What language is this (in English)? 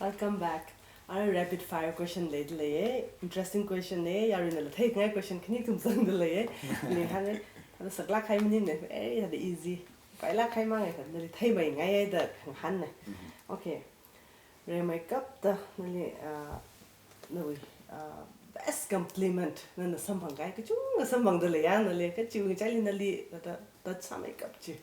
Tangkhul Naga (India)